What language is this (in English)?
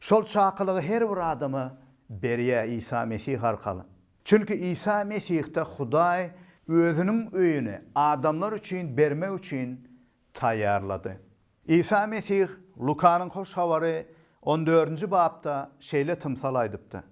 Turkmen